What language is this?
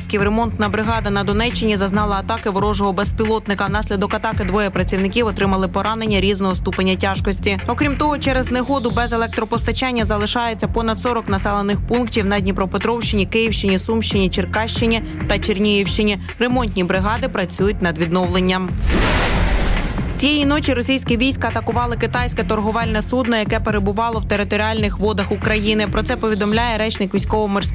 Ukrainian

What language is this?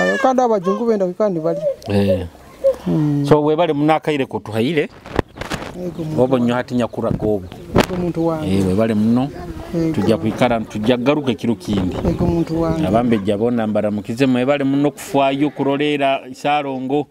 Nyoro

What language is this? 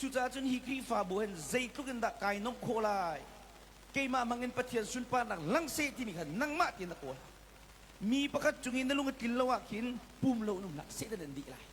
Hakha Chin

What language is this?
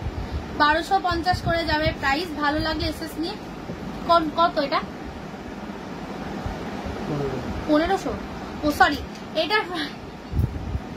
Bangla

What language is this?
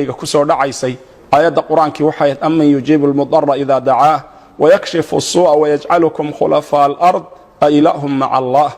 Somali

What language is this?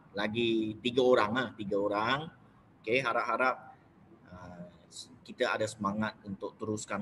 Malay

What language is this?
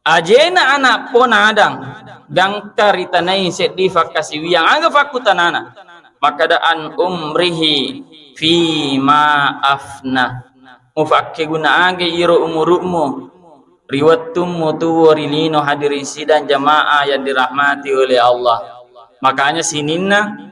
Buginese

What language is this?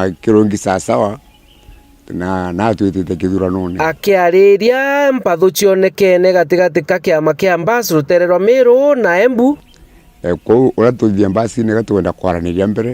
Meru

